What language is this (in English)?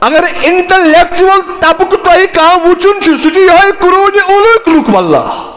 Kashmiri